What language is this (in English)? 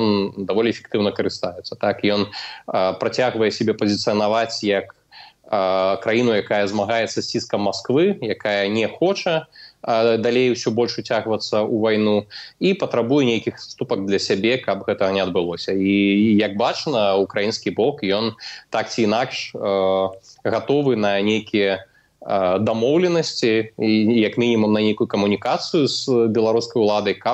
Belarusian